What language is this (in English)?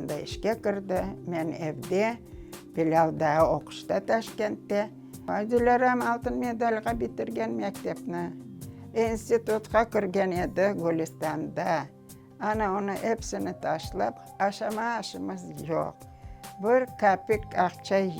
Crimean Tatar